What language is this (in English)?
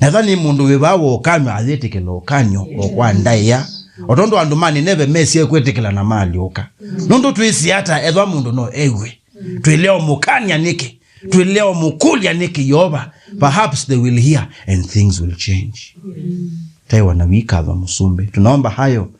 Kamba